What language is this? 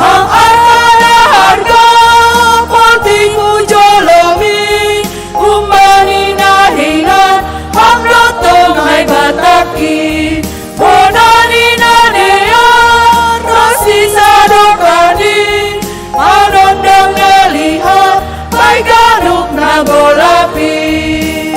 Batak Simalungun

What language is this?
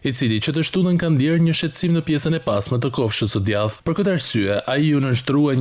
Albanian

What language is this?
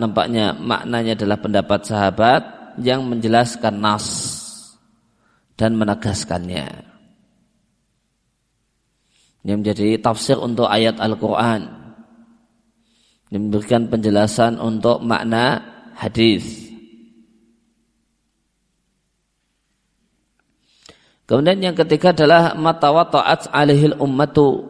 Indonesian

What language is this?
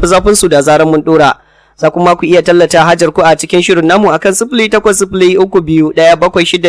Hausa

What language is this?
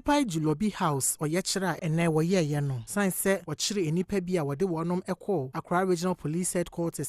Akan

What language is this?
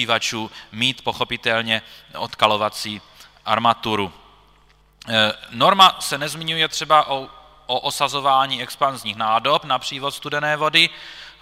Czech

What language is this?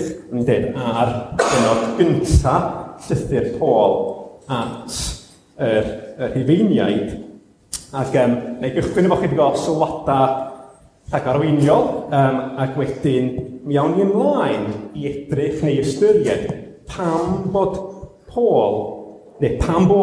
Welsh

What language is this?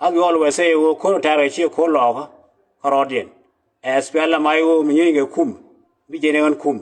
Nuer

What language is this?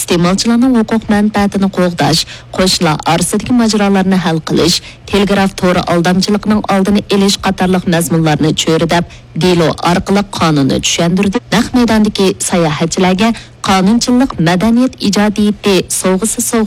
Uyghur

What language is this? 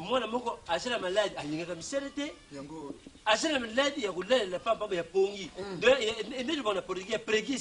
Lingala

